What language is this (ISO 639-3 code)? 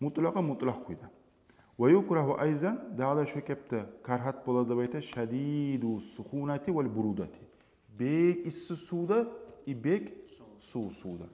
kum